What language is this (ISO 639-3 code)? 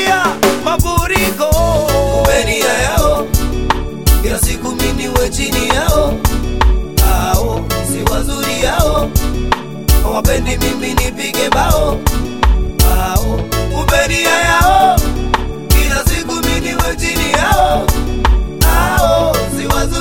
swa